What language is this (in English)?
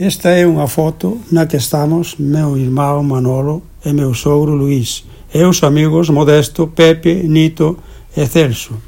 Galician